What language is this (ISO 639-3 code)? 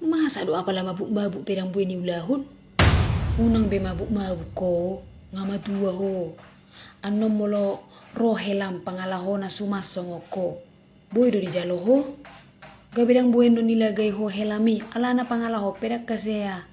bbc